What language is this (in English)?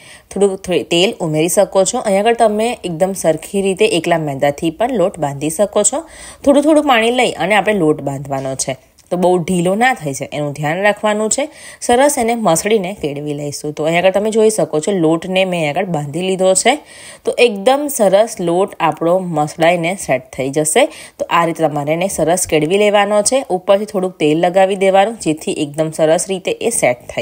Gujarati